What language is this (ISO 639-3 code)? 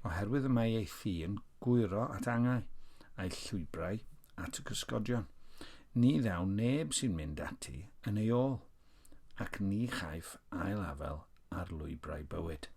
cym